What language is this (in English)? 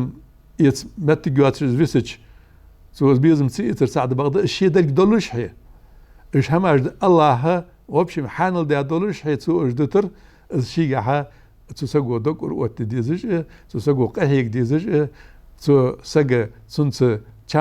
Ingush